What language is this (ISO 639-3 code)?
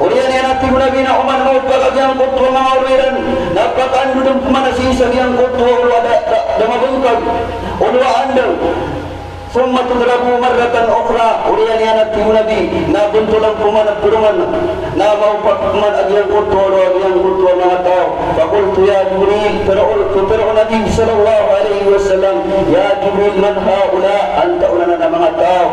mrw